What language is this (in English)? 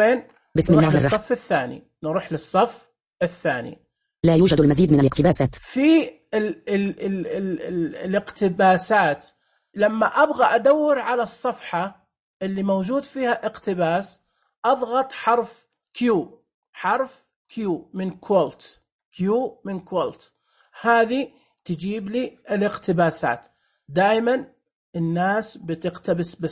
Najdi Arabic